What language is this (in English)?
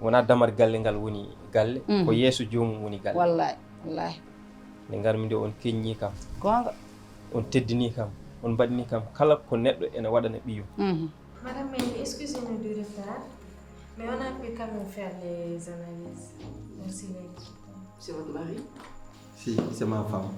Fula